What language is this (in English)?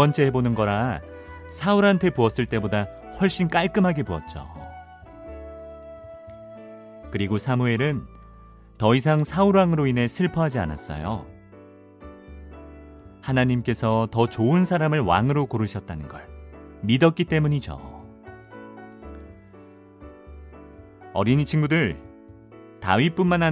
Korean